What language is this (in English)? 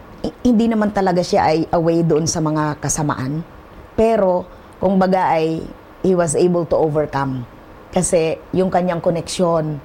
Filipino